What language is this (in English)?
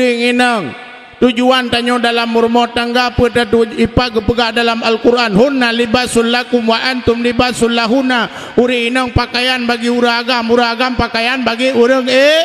Achinese